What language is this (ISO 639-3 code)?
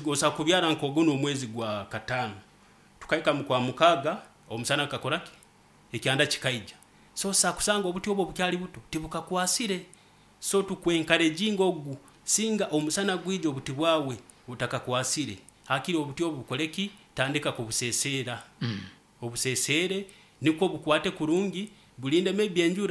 nyo